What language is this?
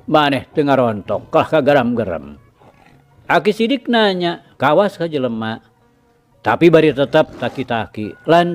Sundanese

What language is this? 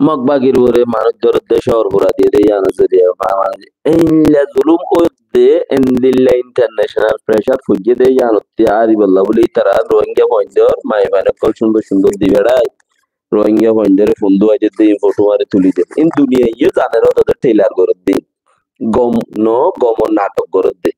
Rohingya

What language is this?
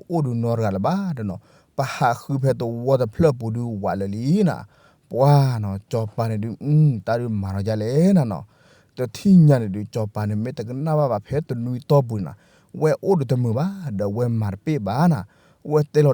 S'gaw Karen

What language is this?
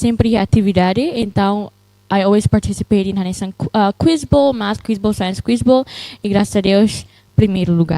Tetum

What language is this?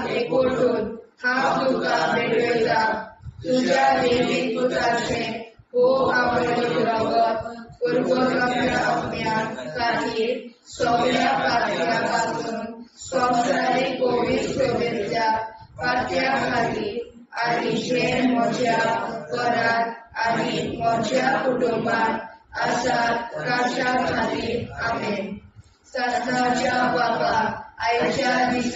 Konkani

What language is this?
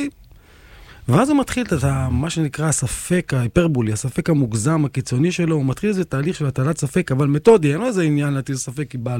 Hebrew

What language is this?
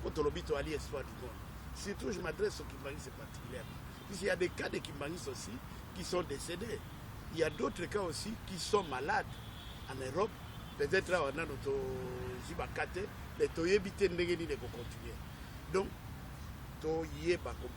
Lingala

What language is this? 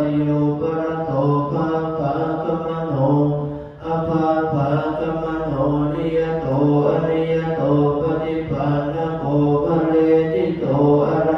Pali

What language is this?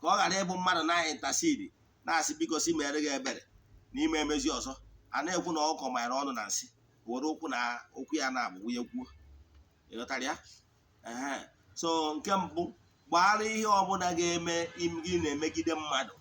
Igbo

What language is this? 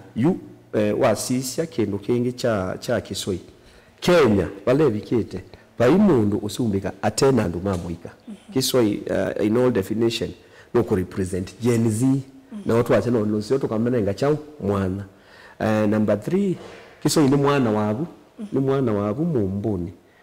Kamba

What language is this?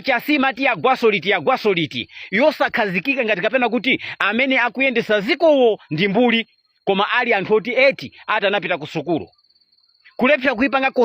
Nyanja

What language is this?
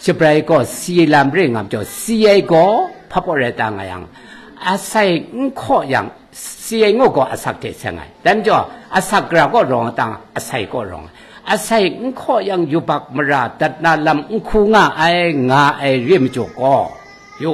Kachin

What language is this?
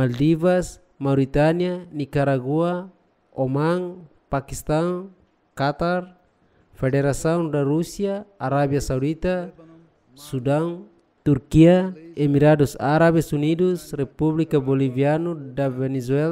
Tetum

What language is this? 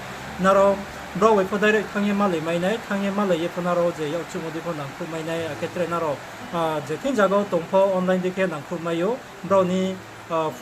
Riang (India)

